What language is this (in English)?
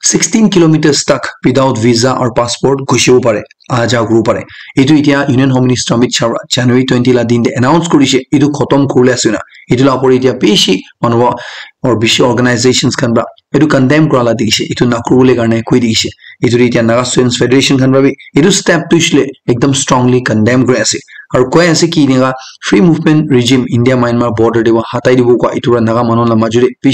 Naga Pidgin